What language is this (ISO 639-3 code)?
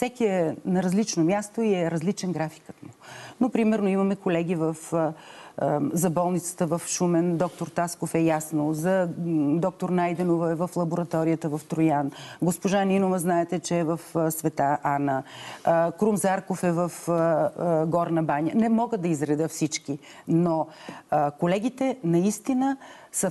bul